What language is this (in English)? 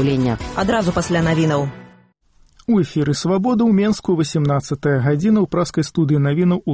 Belarusian